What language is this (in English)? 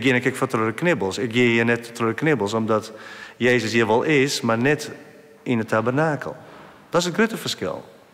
Western Frisian